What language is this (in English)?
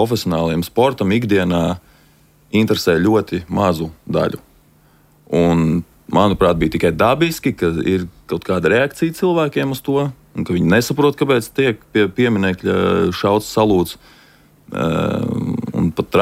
Latvian